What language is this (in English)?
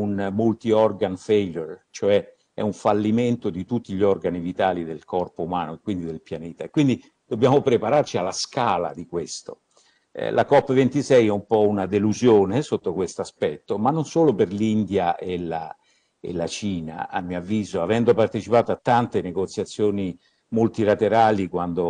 Italian